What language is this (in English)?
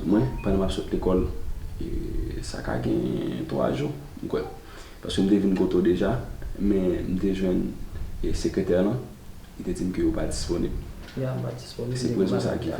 Haitian Creole